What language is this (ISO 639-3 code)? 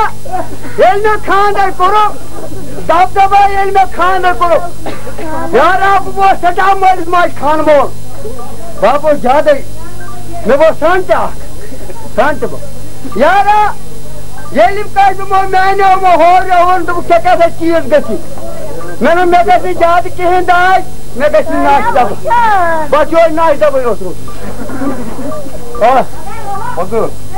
kas